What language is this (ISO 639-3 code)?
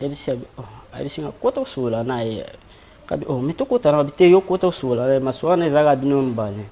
lin